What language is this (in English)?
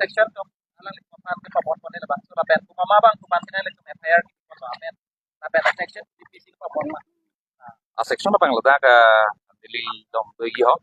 Karbi